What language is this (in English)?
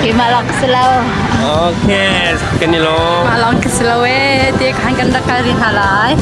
Hakha Chin